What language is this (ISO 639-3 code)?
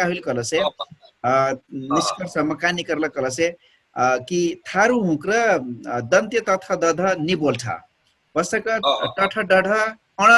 thl